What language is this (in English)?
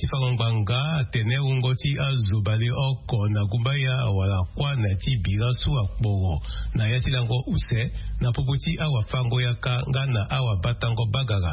Sango